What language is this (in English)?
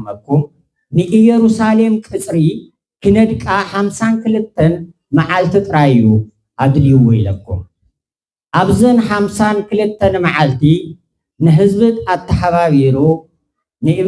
Tigrinya